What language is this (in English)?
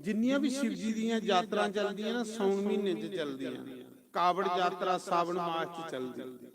Dogri